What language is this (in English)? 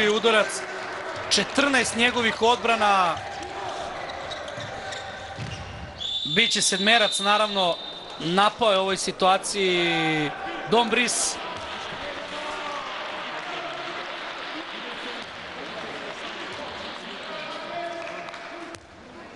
Serbian